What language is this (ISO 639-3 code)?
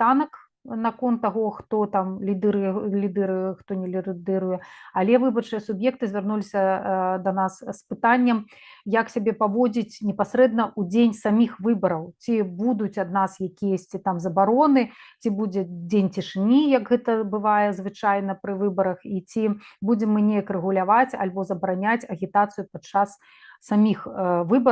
bel